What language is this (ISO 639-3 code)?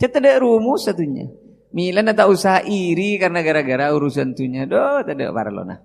mad